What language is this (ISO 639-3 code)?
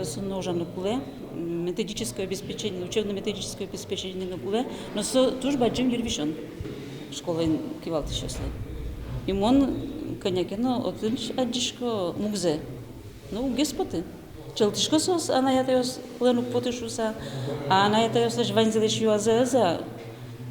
udm